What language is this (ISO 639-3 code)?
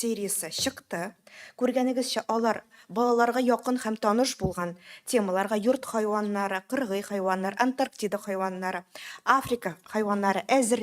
tat